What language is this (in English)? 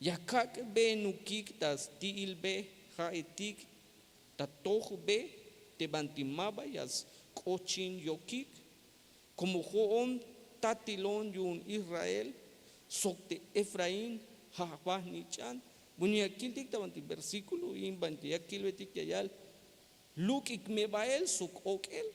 Tzeltal